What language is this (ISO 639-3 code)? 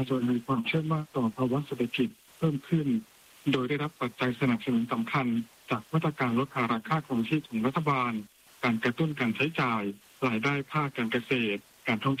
tha